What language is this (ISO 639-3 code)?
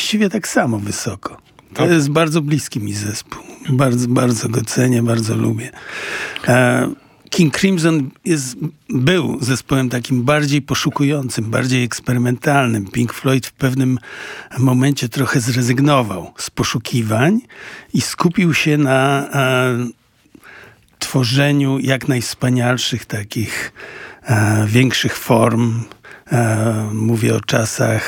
pol